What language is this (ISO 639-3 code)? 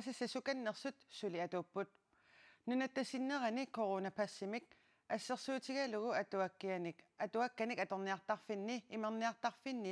kal